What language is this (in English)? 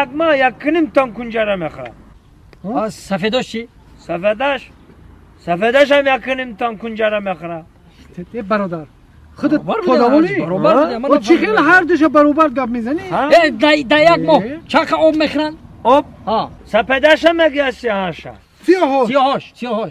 Tajik